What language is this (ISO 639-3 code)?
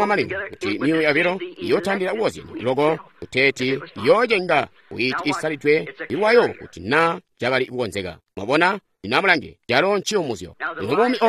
toi